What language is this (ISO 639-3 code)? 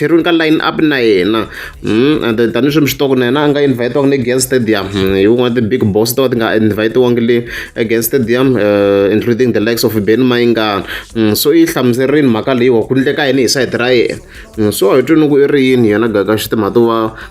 tso